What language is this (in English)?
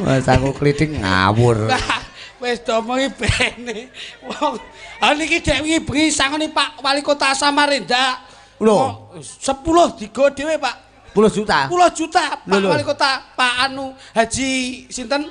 Javanese